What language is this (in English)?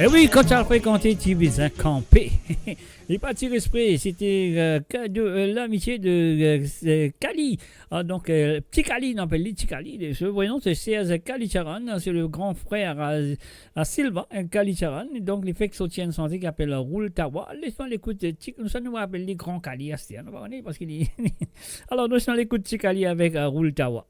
Morisyen